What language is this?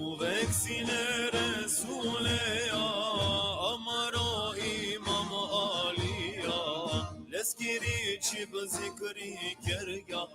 Balkan Romani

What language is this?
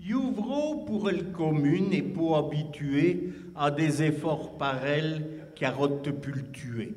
Picard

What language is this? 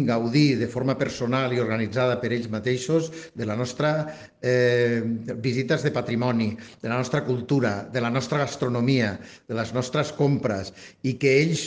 Catalan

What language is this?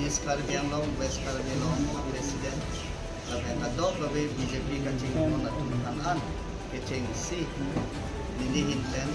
Karbi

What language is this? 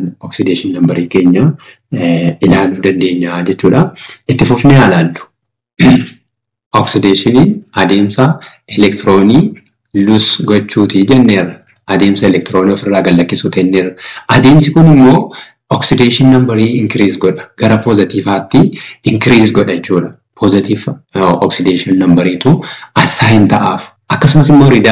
Oromo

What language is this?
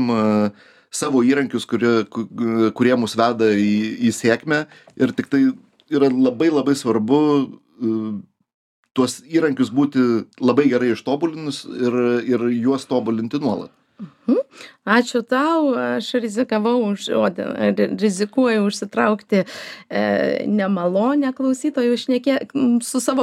Lithuanian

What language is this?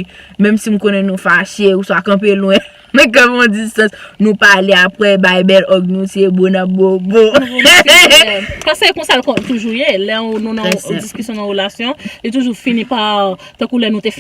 Haitian Creole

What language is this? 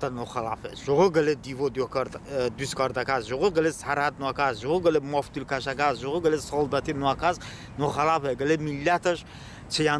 Talysh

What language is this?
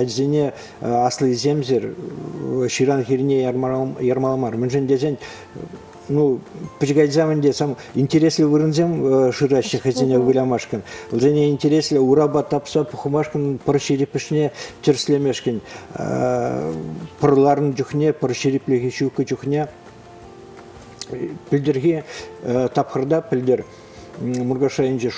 Chuvash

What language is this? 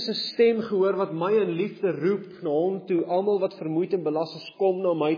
Afrikaans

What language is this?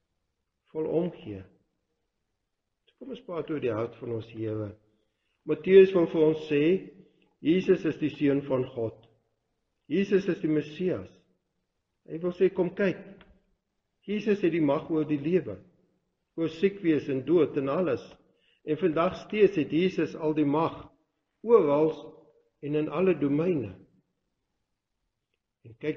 Afrikaans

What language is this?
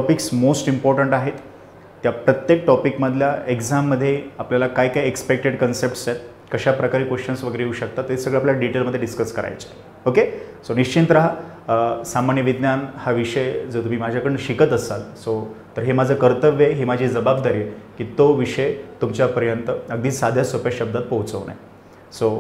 Marathi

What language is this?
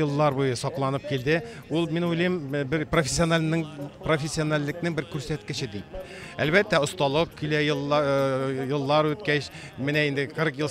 Tatar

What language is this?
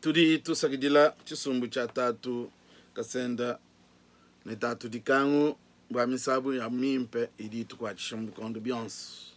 Luba-Lulua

